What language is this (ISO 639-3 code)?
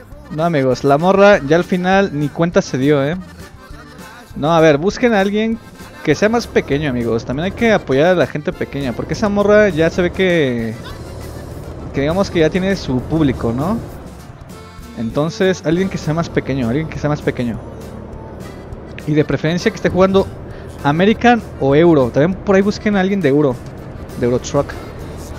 spa